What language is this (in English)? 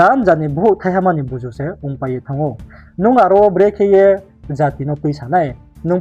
Riang (India)